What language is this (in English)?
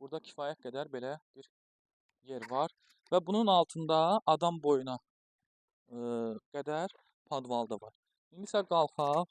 Azerbaijani